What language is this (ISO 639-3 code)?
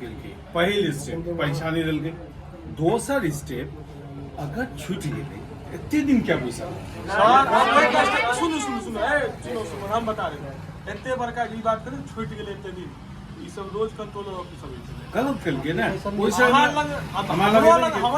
mai